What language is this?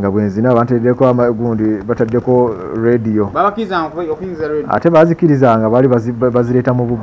Ganda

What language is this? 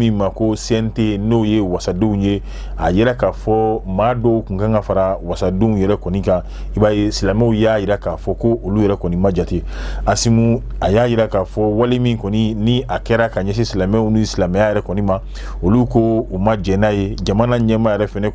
Bambara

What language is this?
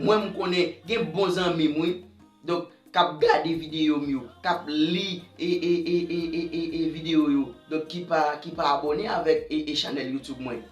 Haitian Creole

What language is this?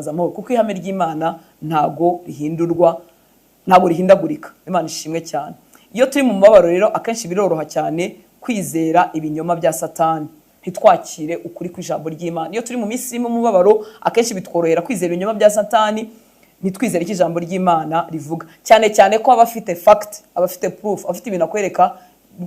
Kinyarwanda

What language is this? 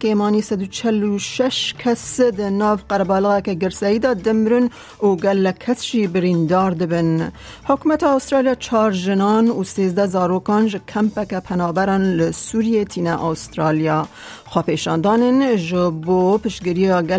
Kurdish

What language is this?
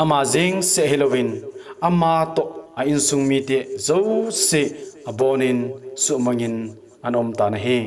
Thado Chin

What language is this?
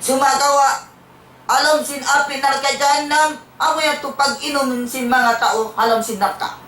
Tausug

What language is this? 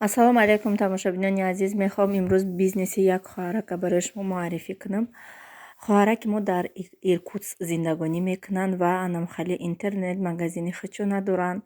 Tajik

